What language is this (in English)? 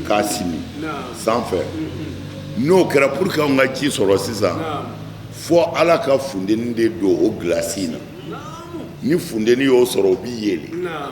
Bambara